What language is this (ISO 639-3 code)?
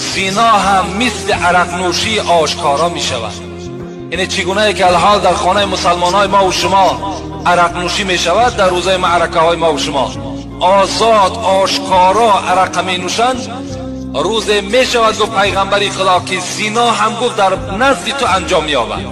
tgk